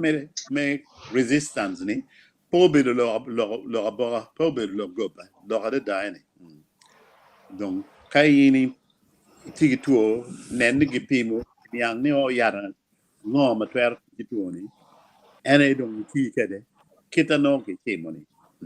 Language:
Acoli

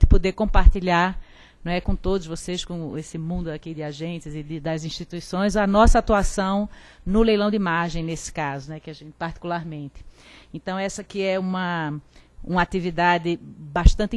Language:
Portuguese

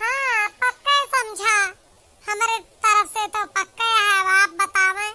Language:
Awadhi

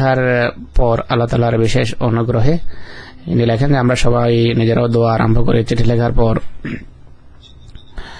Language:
Bangla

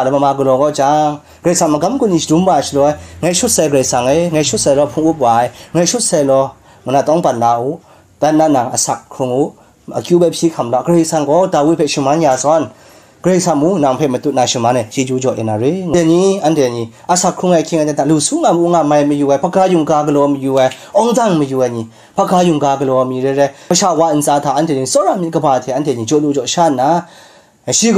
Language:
Kachin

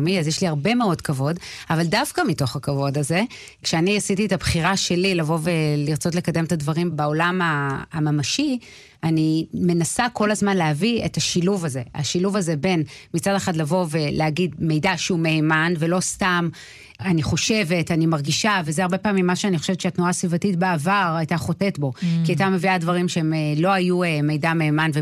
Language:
Hebrew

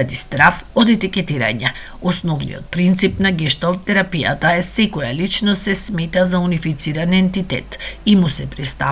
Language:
Macedonian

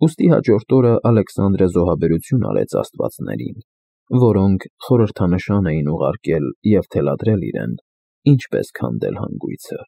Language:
Armenian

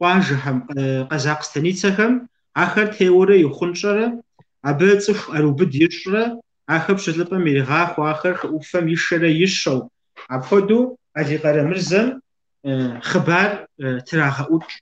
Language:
Kabardian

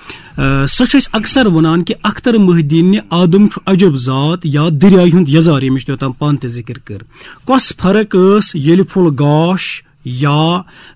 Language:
Kashmiri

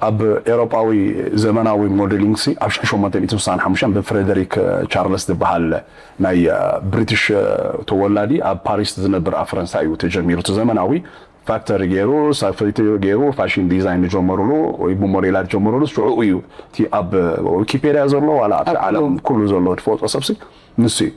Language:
Tigrinya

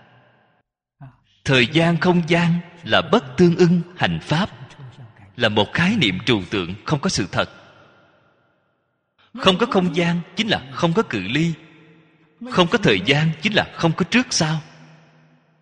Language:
Vietnamese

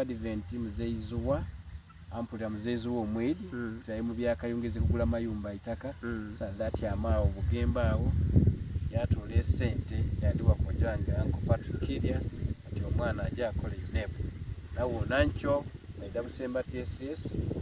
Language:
Soga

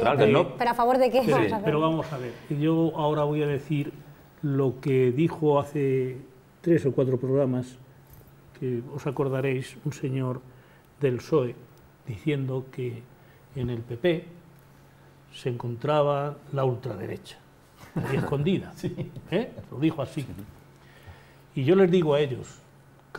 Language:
Spanish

